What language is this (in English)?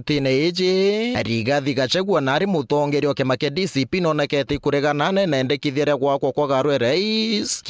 Meru